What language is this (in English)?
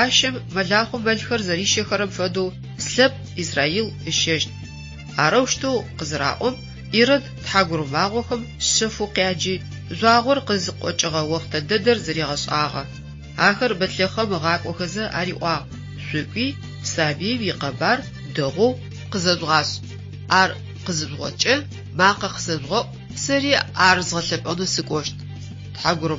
Adyghe